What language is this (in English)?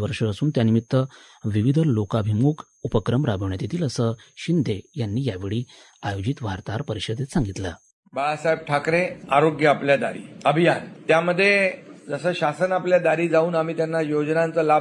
Marathi